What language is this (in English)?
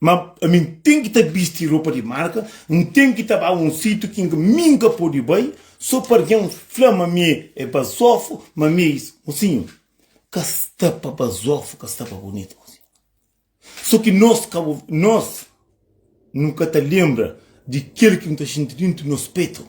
Kabuverdianu